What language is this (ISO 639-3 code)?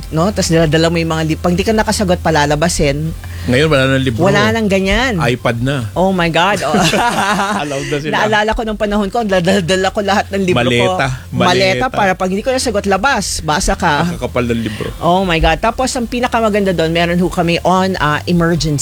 fil